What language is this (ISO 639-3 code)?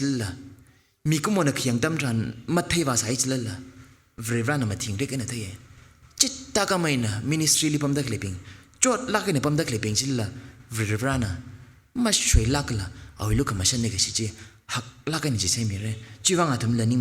nmf